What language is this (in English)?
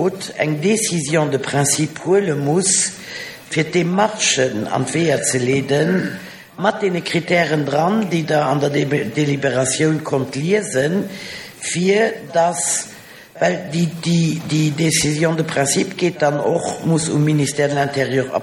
Luxembourgish